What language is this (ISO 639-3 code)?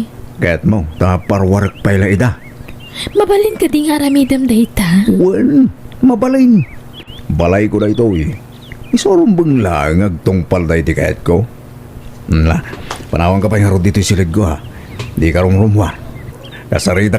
ilo